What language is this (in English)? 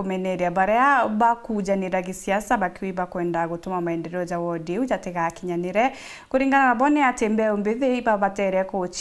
Meru